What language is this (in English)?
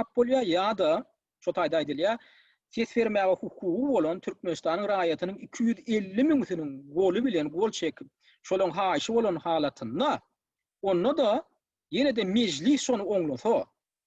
Turkmen